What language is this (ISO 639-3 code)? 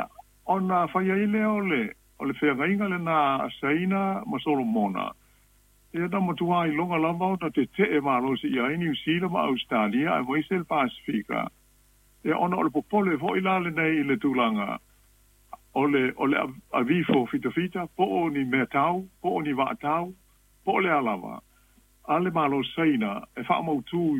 smo